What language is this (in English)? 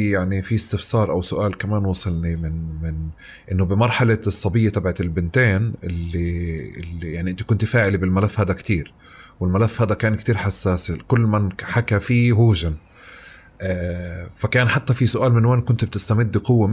North Levantine Arabic